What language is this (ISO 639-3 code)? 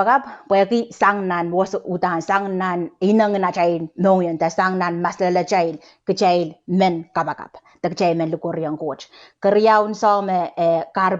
pon